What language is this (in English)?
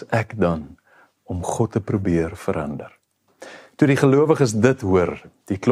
Afrikaans